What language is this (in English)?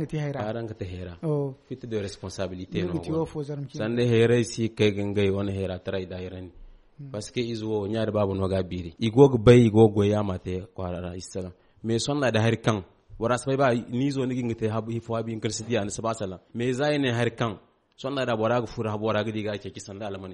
Zarma